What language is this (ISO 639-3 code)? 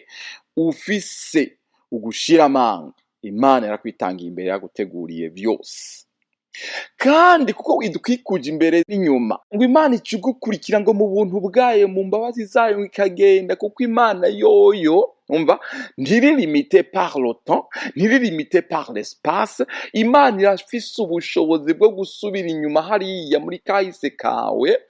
run